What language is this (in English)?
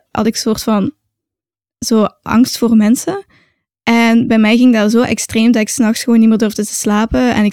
Dutch